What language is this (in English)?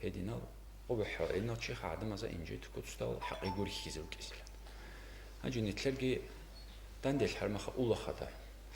Avaric